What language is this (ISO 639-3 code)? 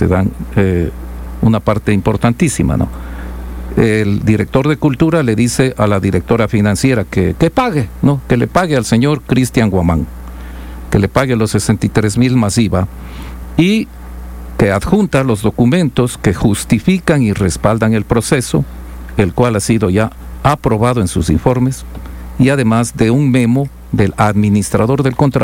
spa